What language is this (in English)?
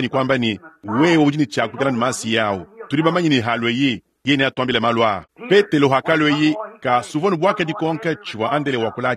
Luba-Lulua